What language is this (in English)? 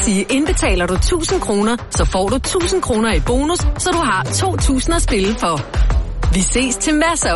Danish